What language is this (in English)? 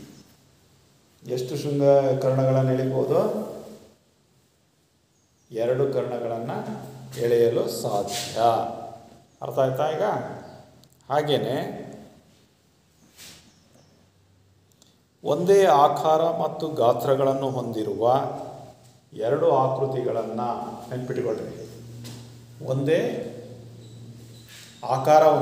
Kannada